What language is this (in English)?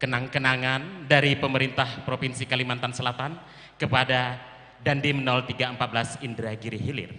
Banjar